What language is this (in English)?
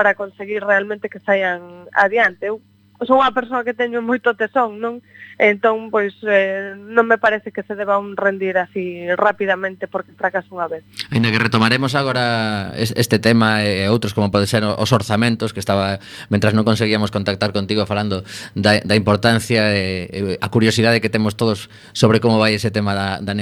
Galician